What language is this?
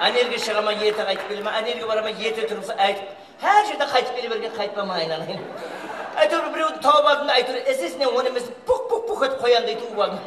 Kara-Kalpak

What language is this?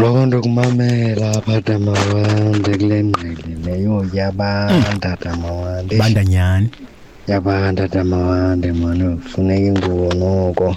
Xhosa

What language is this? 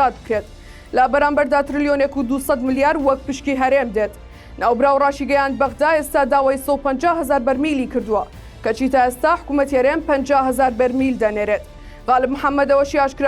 Central Kurdish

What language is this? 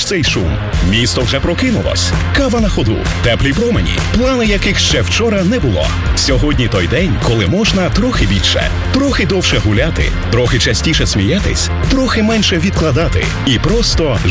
Ukrainian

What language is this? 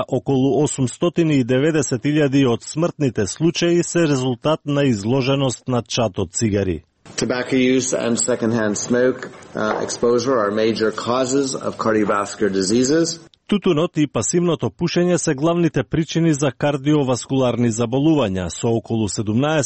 Macedonian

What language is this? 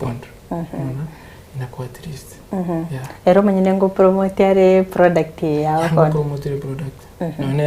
Gusii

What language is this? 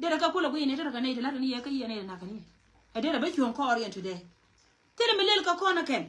Nuer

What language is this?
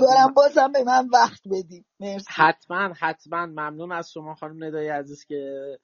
Persian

